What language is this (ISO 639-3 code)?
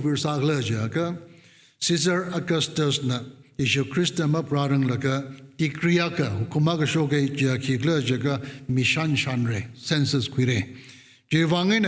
nmf